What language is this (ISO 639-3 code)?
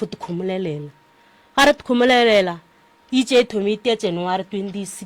nso